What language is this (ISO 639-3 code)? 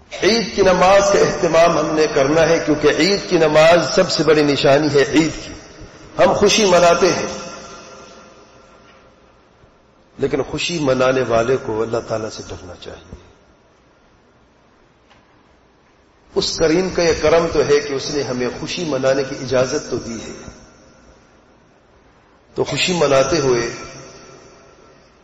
urd